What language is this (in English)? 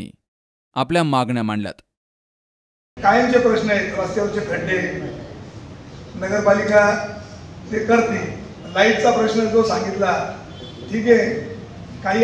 Marathi